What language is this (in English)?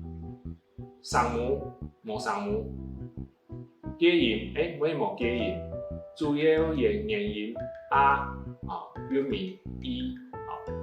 Hakka Chinese